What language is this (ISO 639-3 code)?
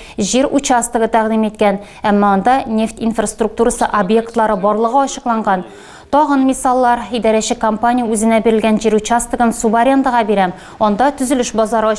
tat